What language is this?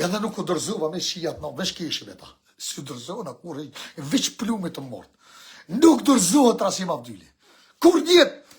Albanian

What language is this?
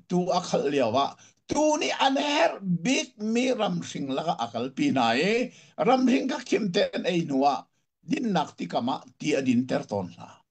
Hakha Chin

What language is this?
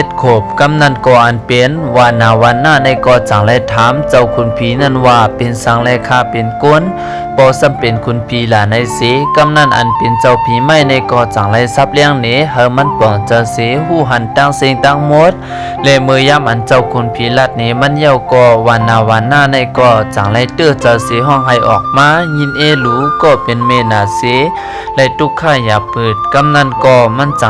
Shan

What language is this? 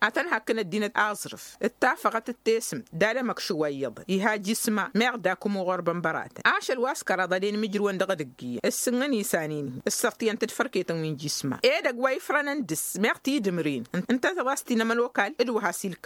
Tamasheq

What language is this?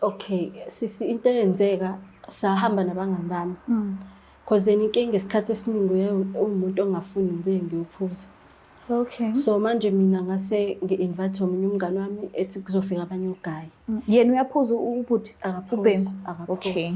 Zulu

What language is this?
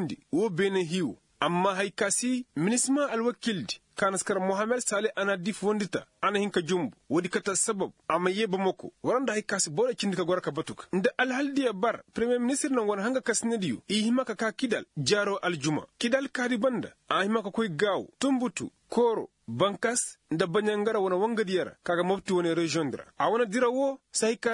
Koyraboro Senni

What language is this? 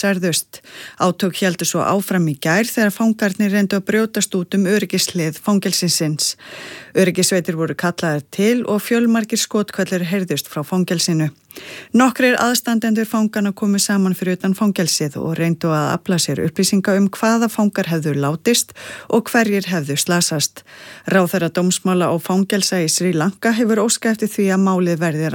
Icelandic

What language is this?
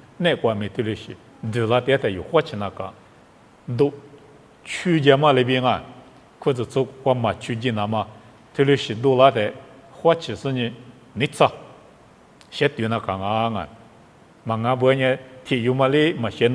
Lisu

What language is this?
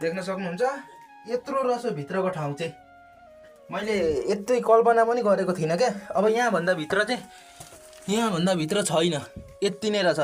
Nepali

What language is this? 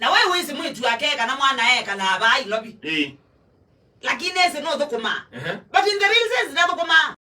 Kamba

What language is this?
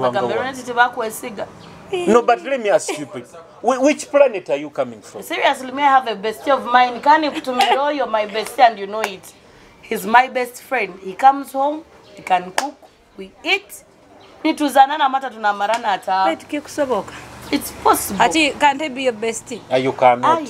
Nyoro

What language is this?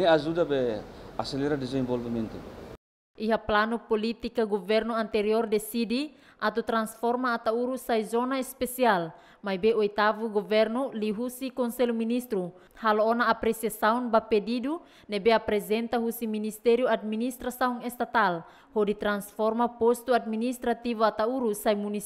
Tetum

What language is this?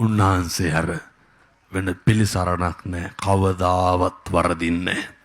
Sinhala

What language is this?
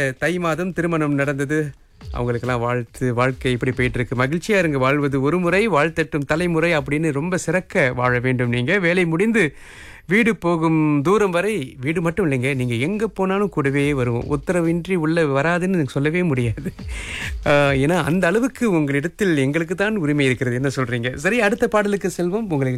Tamil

